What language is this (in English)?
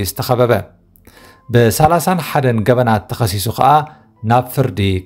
Tigrinya